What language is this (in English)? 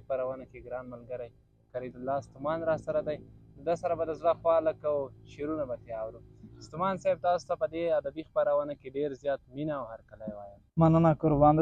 Pashto